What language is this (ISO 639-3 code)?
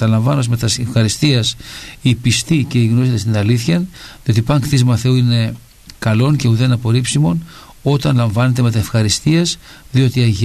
ell